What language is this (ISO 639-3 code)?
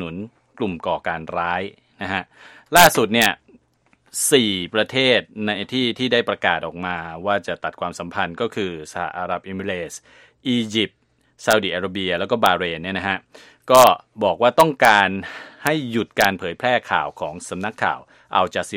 tha